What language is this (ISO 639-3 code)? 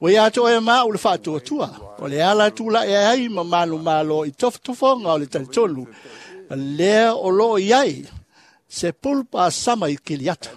smo